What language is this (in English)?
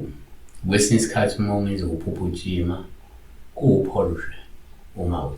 Zulu